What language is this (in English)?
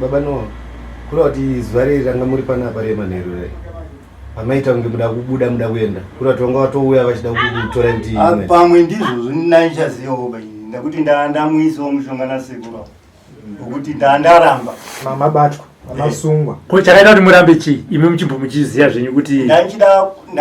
Shona